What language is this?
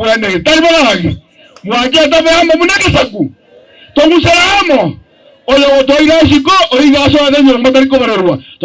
Gusii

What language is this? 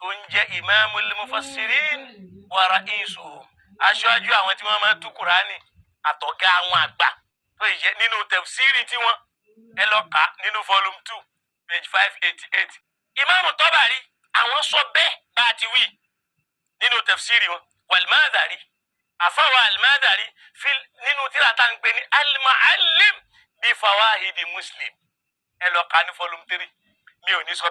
Yoruba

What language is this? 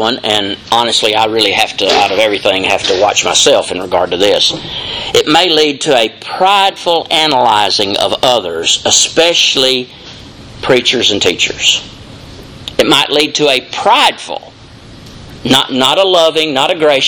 English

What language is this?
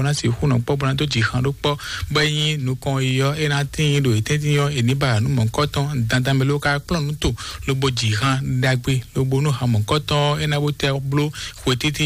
Fon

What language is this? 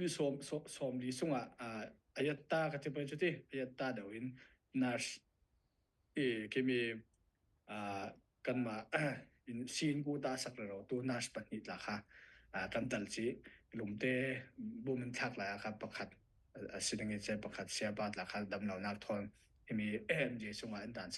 Falam Chin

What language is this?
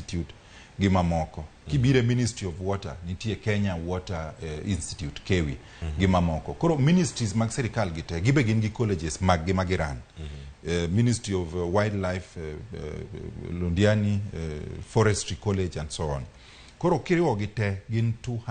Luo (Kenya and Tanzania)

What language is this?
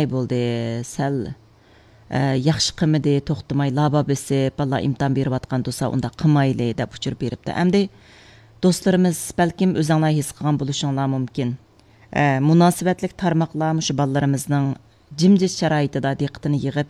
Uyghur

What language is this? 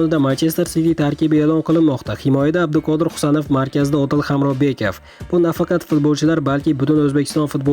Uzbek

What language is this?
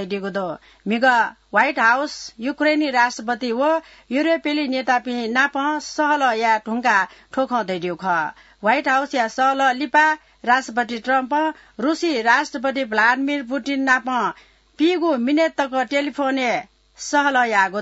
Newari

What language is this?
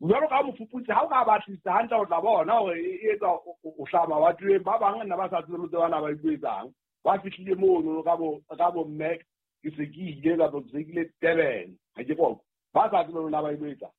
Southern Sotho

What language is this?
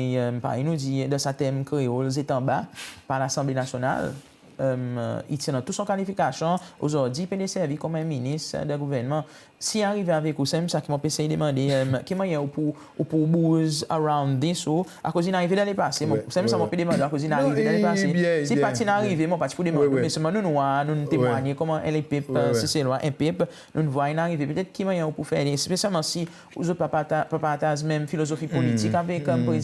Seselwa Creole French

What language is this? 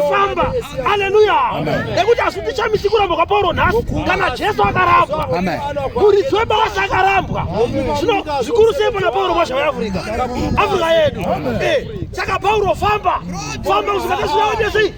Shona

